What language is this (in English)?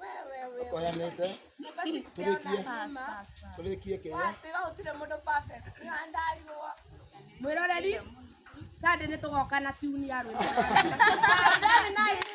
Kikuyu